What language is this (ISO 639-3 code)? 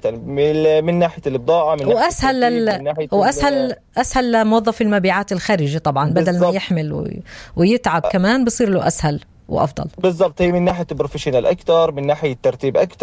apc